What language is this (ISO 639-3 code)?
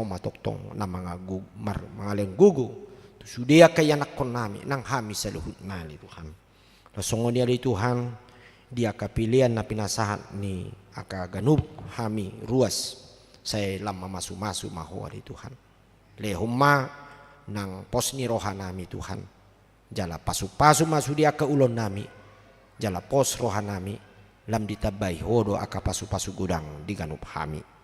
bbc